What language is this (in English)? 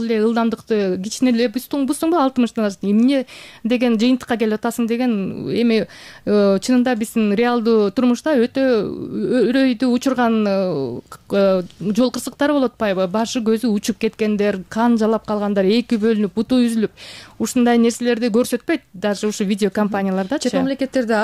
Kyrgyz